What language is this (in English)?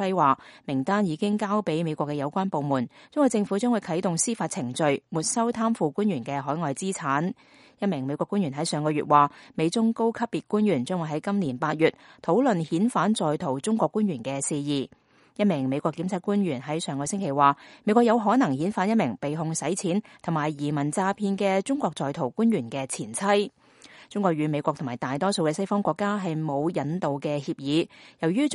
Cantonese